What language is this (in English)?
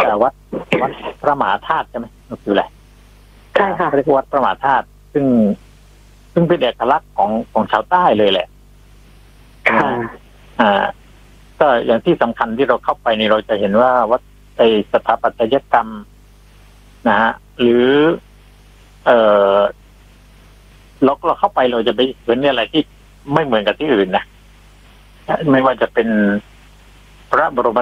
Thai